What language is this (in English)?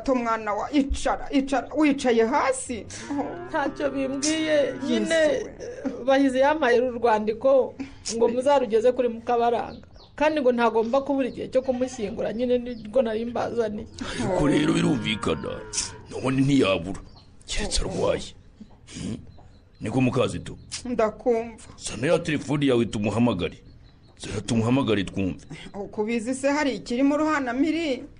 Kinyarwanda